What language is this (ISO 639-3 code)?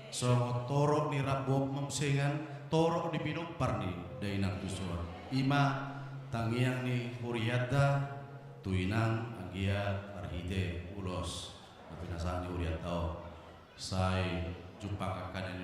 bbc